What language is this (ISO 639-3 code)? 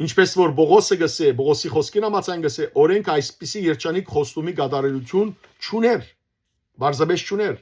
hyw